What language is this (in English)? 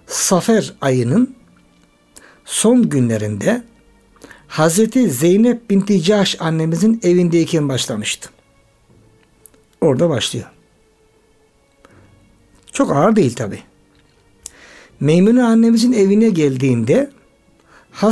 Turkish